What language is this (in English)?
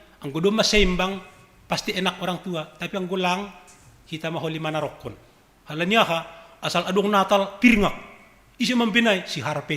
Batak Simalungun